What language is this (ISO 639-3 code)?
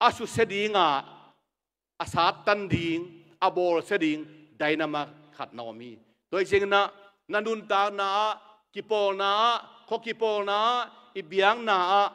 ctd